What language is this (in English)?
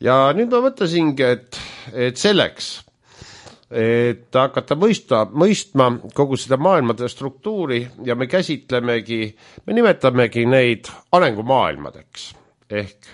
Estonian